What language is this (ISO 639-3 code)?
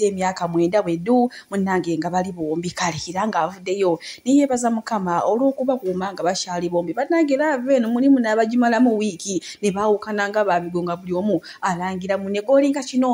lug